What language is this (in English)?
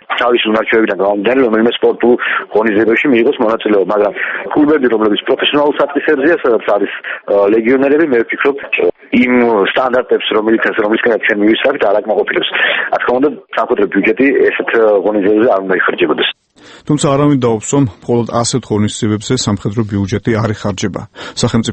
Georgian